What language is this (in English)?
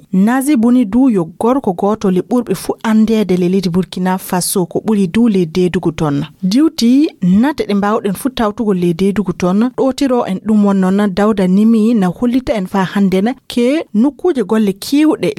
Fula